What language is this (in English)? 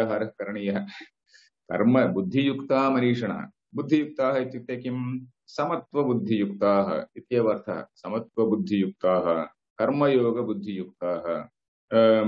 Sanskrit